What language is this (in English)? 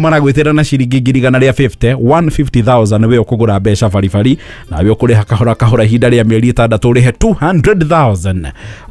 Kikuyu